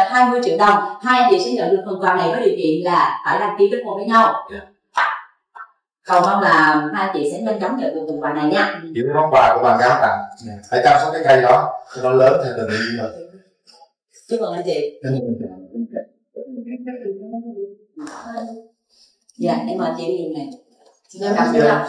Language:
Vietnamese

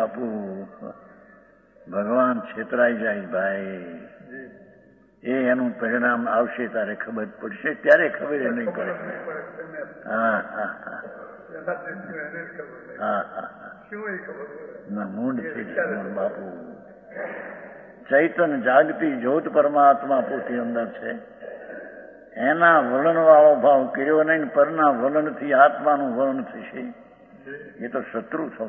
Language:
Gujarati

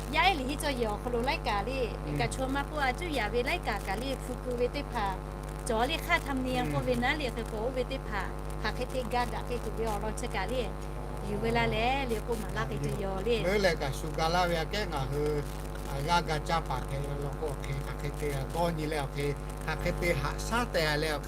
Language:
Lahu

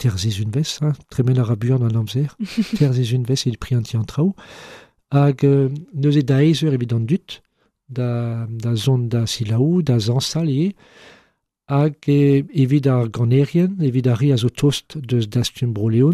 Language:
Breton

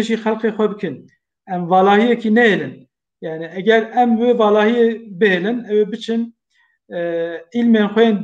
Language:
Kurdish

